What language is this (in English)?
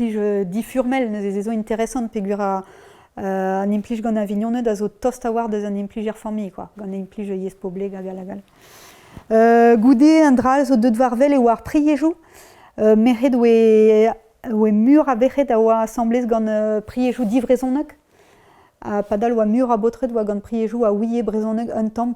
Breton